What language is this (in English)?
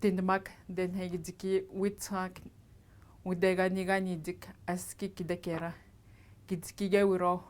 Atikamekw